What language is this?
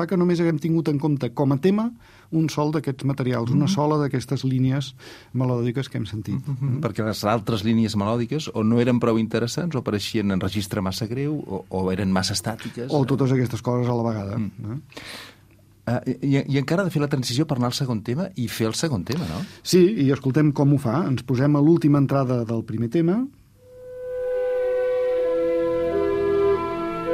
Catalan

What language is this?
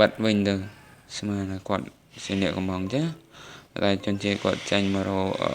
Khmer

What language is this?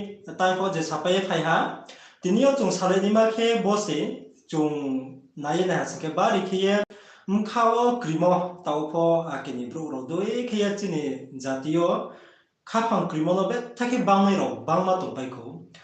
Riang (India)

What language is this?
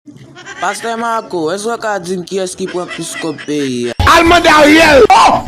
Haitian Creole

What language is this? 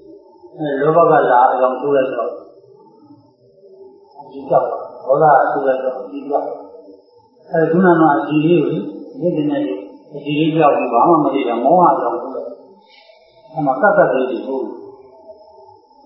Burmese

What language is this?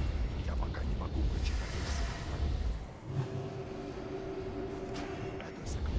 Russian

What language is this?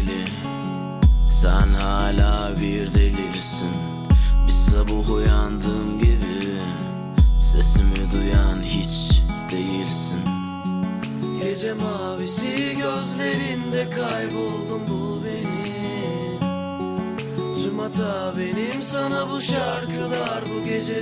Turkish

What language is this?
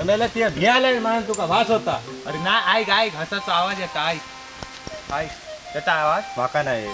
Konkani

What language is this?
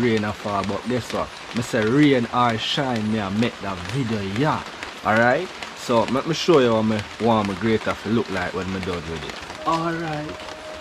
Jamaican Creole English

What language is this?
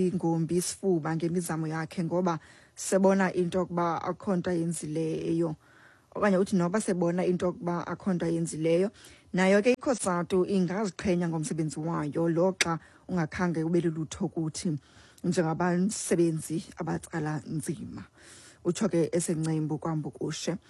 Xhosa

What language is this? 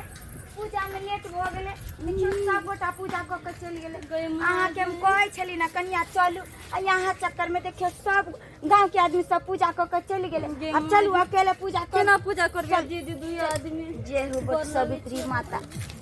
Maithili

